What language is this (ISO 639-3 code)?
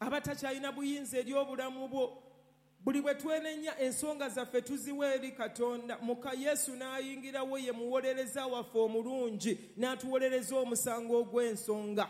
lug